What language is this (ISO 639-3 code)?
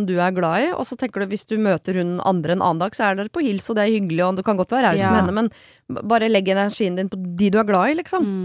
nor